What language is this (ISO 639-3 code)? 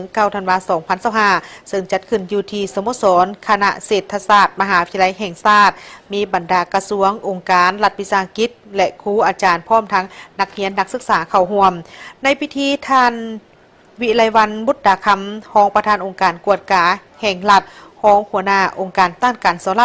lao